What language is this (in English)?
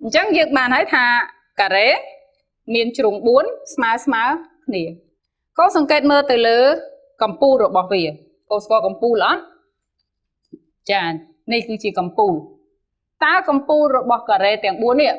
Khmer